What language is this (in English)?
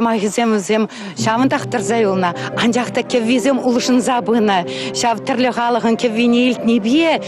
Chuvash